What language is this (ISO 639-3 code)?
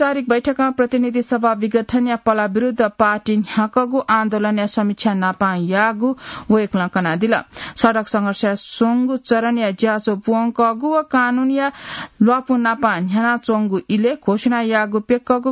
new